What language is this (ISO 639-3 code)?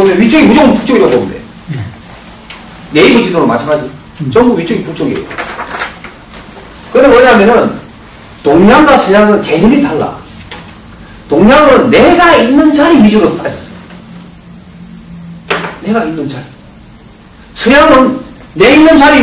kor